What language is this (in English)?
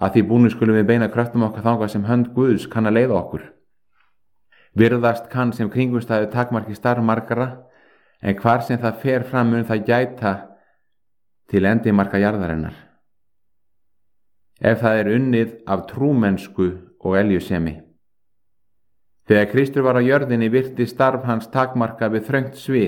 Icelandic